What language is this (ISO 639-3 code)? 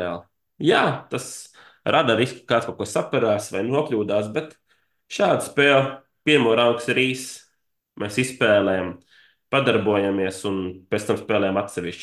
lav